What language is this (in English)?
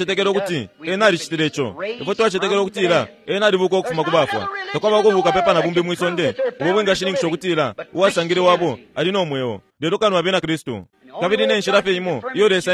Bemba